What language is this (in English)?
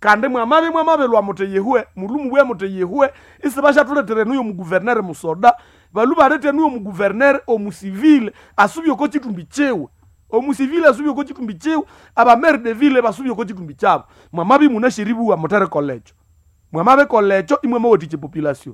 Nande